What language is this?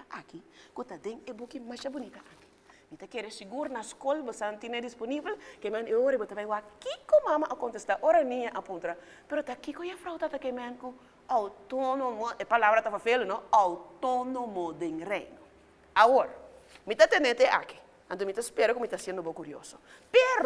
Papiamento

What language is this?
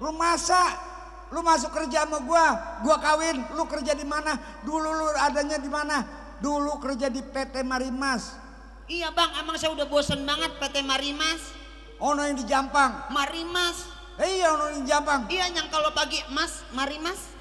Betawi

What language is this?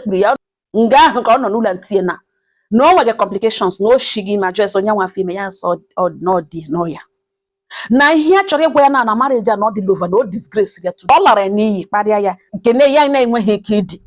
Igbo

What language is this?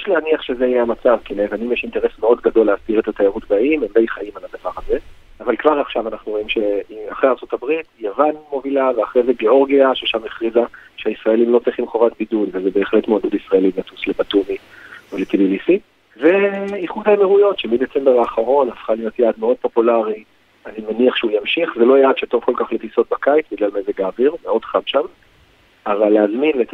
Hebrew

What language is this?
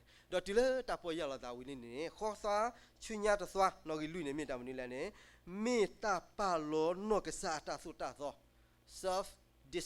S'gaw Karen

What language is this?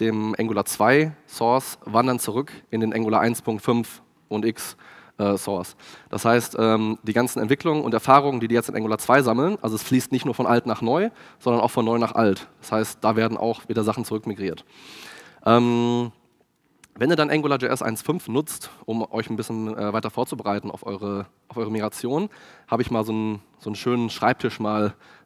German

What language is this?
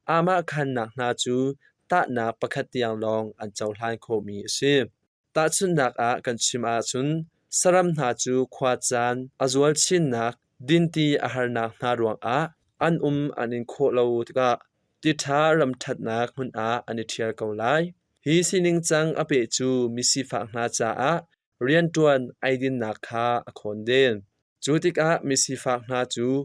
Hakha Chin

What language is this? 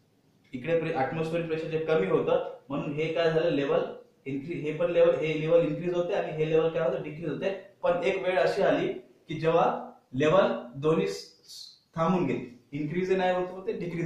Marathi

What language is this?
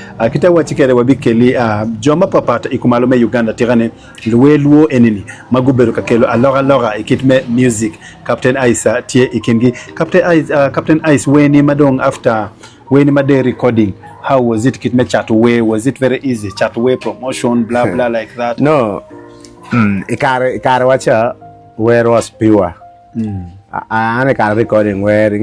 Acoli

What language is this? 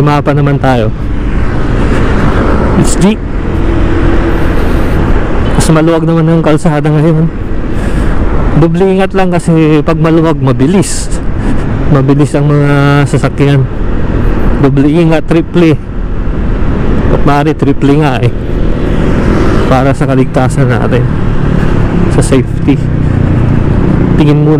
Filipino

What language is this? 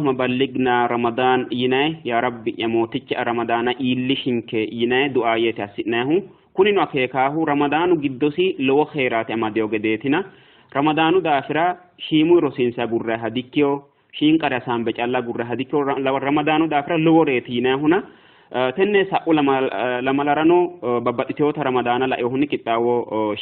Sidamo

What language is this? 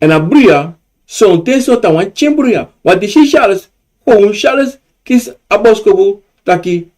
Sranan Tongo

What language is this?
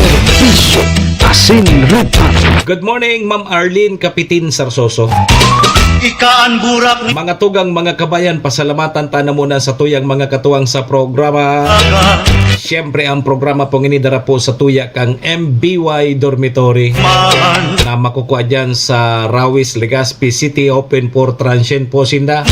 Bikol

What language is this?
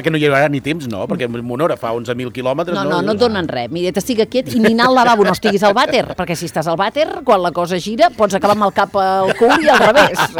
Catalan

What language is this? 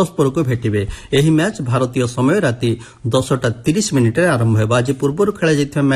Odia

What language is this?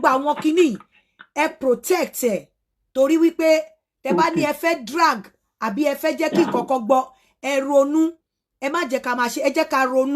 Yoruba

